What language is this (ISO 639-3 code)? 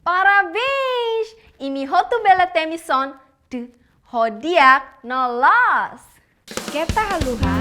tet